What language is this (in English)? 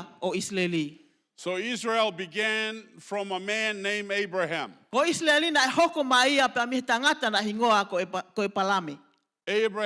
Tongan